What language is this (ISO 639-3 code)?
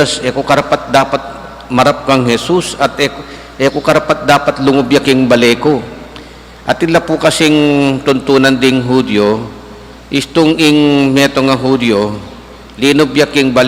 pam